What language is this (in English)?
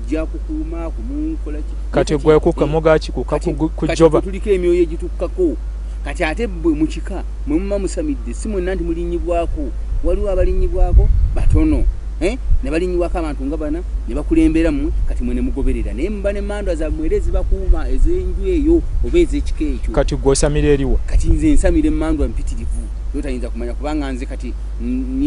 Ganda